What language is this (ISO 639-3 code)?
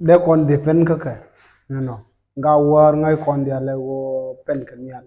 nus